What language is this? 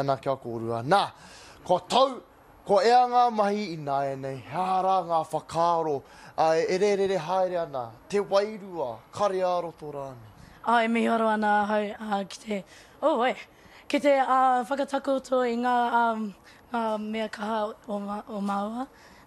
Māori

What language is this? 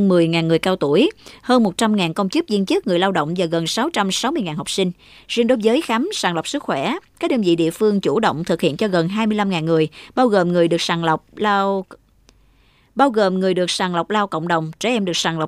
Vietnamese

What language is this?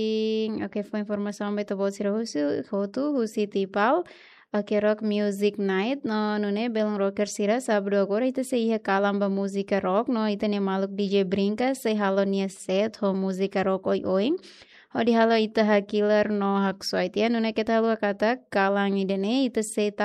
Tetum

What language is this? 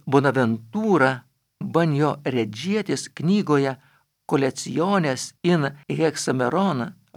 Lithuanian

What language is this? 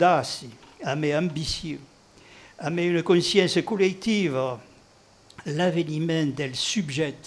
Occitan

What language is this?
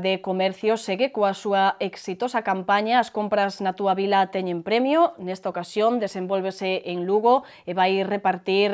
Galician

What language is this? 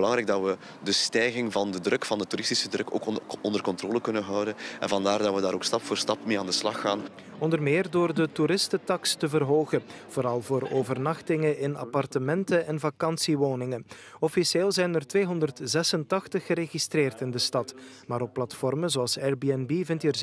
Dutch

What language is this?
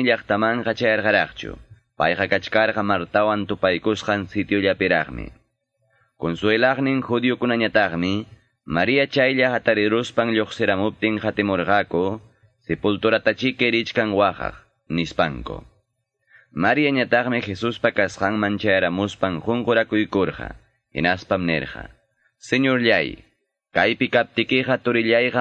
Quechua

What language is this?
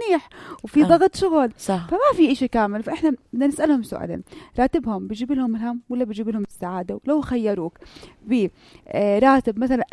North Levantine Arabic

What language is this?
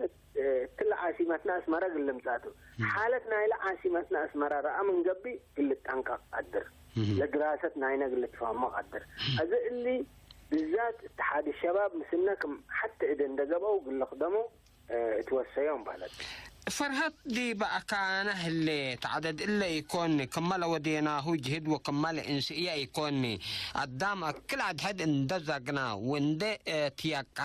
Tigre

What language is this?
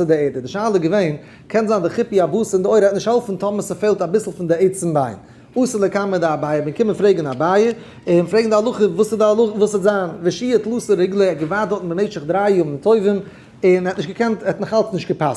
Yiddish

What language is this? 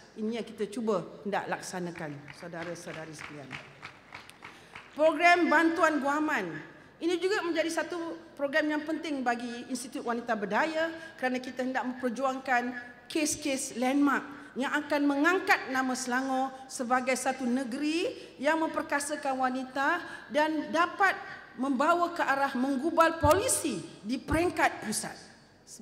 Malay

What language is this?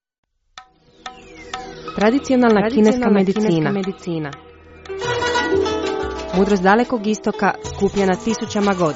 Croatian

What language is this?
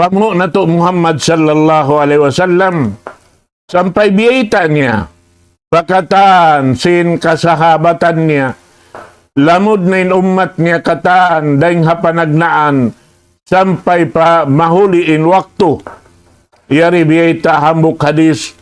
Tausug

